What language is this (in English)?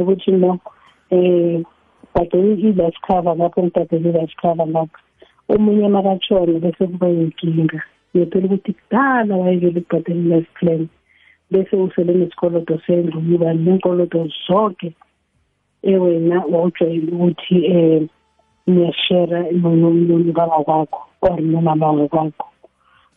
South Ndebele